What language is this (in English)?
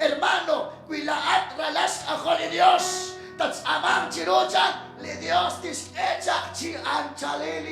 Kekchí